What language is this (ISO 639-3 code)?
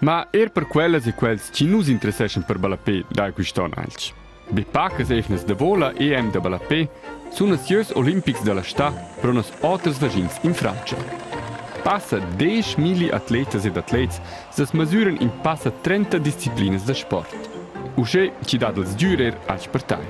roh